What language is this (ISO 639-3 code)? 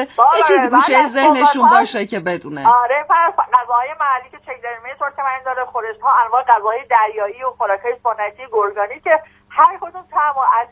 fas